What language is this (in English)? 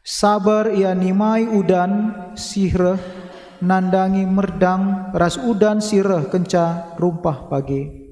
Batak Karo